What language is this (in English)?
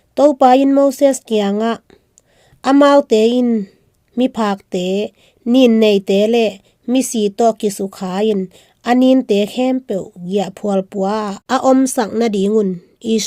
Tedim Chin